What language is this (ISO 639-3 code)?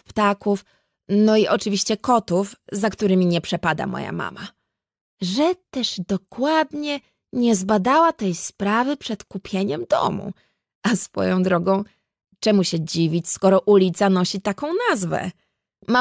pol